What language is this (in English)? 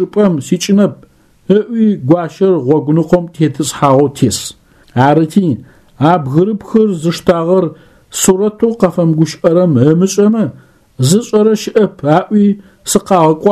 Adyghe